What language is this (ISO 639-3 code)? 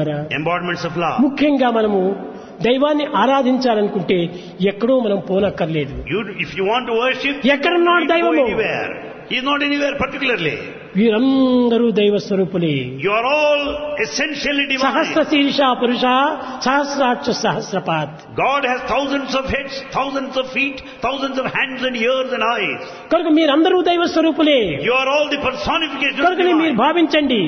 tel